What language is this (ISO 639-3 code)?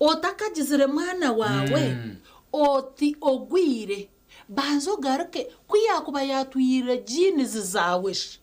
nyn